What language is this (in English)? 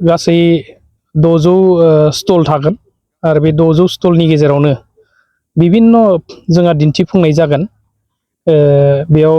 Bodo